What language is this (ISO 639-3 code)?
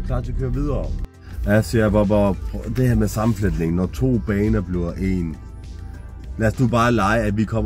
dan